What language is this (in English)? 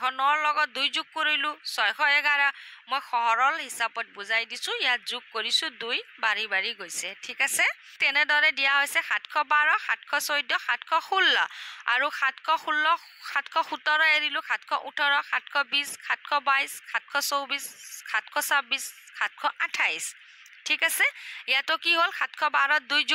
Assamese